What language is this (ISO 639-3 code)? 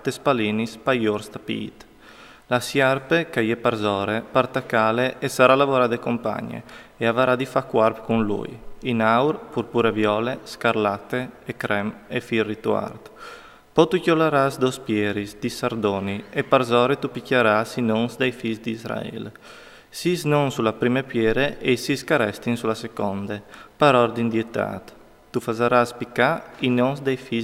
fur